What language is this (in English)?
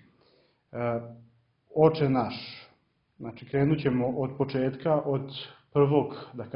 Serbian